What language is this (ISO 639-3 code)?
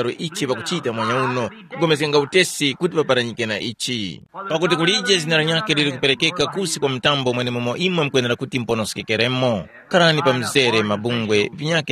tum